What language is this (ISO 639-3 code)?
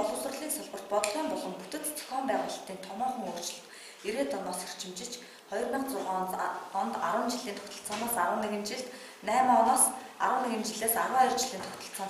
mon